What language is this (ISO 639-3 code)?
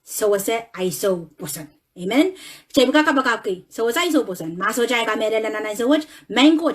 pon